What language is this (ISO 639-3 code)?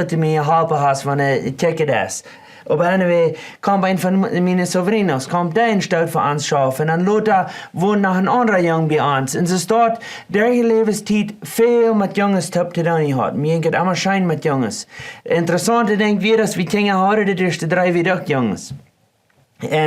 pdt